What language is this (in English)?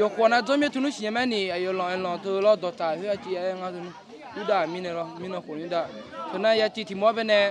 Akha